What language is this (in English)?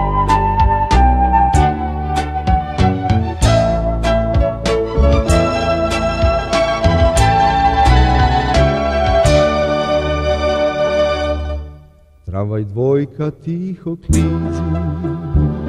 Serbian